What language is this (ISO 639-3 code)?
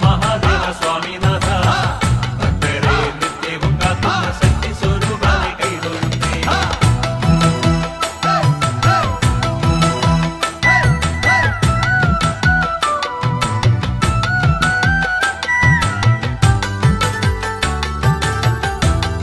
mal